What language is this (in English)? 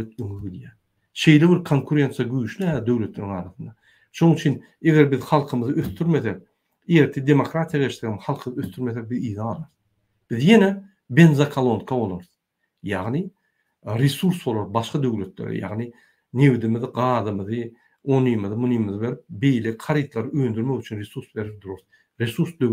Turkmen